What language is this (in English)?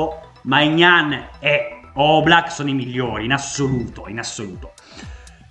Italian